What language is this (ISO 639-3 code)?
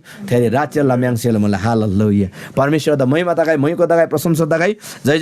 taj